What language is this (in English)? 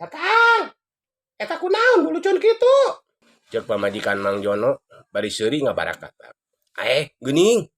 Sundanese